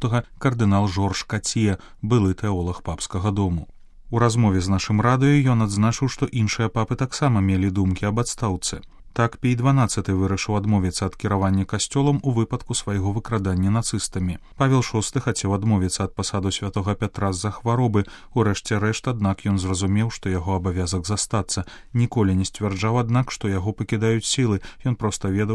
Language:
Belarusian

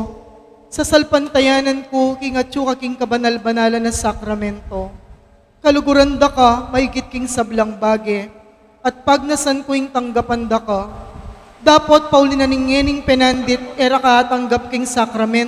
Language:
Pampanga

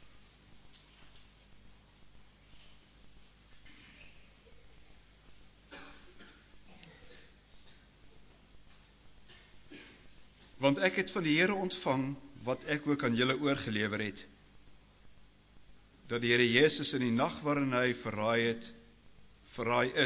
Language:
Afrikaans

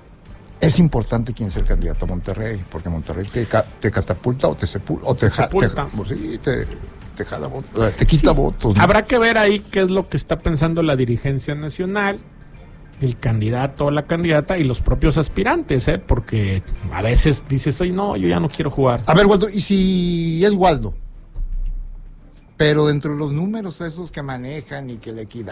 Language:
Spanish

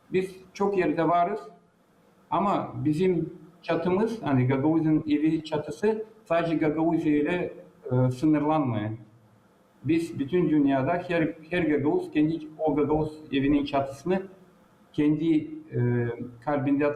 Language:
Gagauz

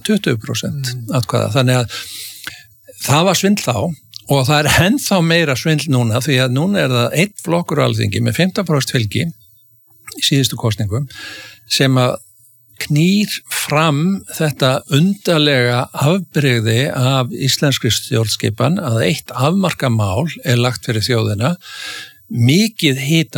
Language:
Icelandic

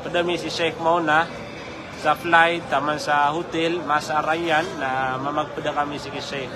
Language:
Maranao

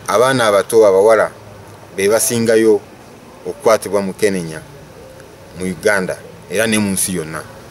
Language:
Soga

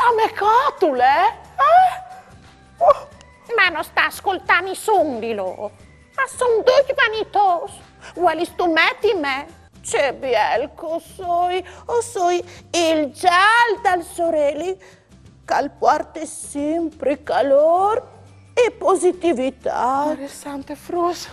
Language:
Friulian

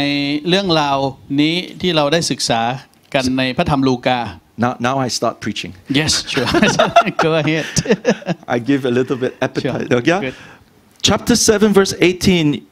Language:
Thai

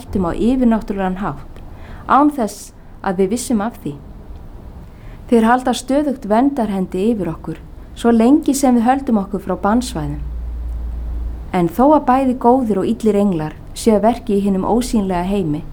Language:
Icelandic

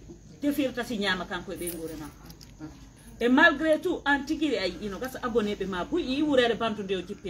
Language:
Pular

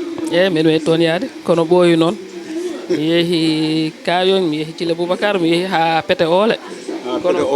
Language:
Fula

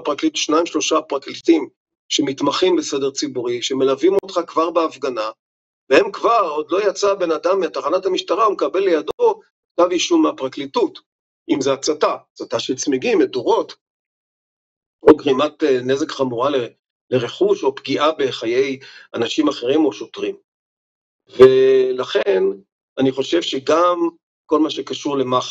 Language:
Hebrew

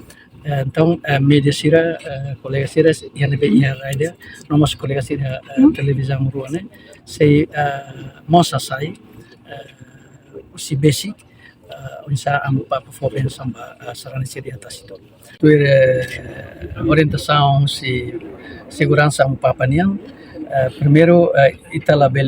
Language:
Tetum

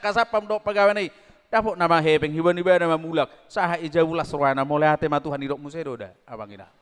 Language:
Batak Toba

